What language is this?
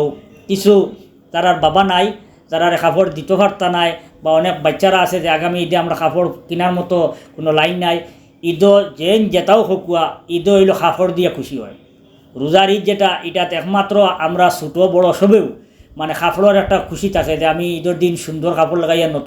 Sylheti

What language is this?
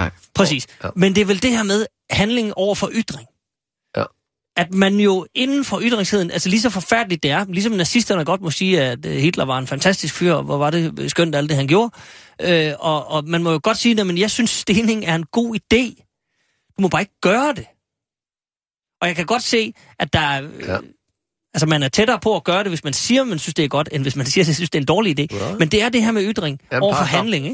Danish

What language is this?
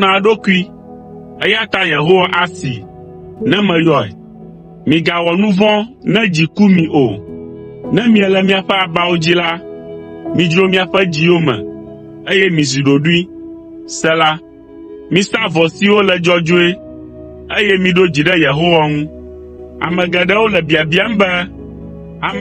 Ewe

